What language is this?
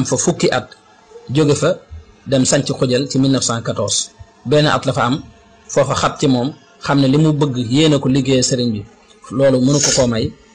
Wolof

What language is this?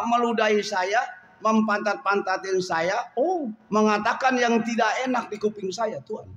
Betawi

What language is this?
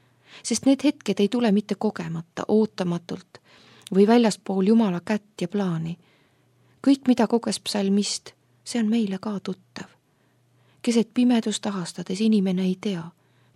Estonian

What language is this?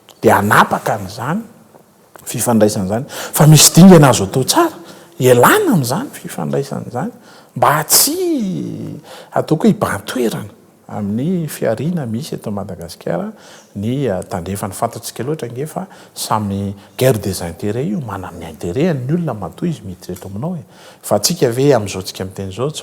Malagasy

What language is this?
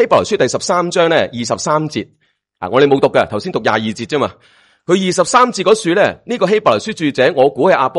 Cantonese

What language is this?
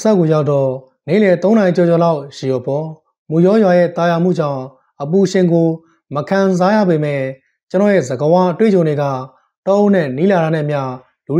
Burmese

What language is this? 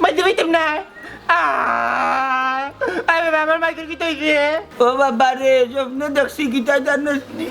Sylheti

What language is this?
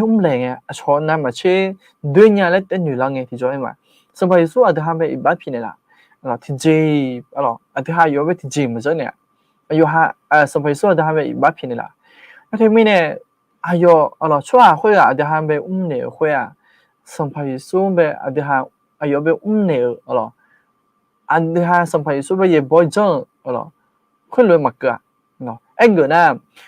Akha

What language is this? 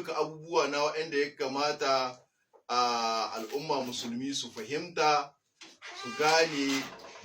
Hausa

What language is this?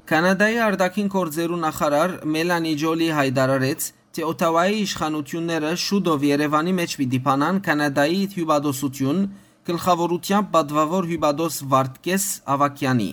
Western Armenian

